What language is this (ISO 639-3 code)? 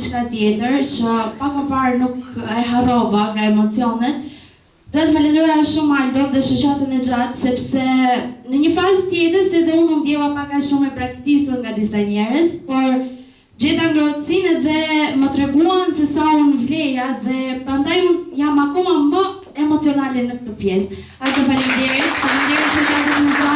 sqi